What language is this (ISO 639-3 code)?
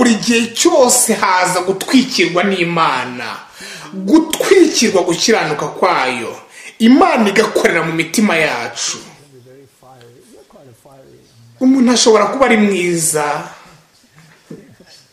kin